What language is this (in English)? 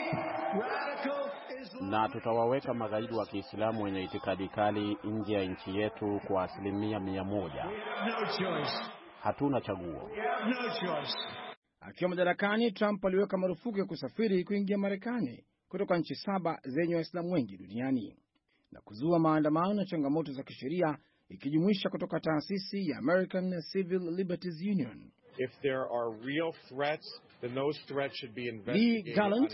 Swahili